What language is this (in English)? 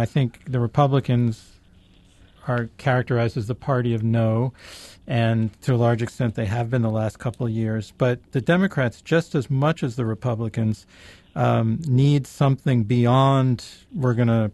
English